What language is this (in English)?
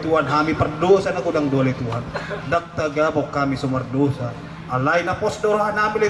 Batak Toba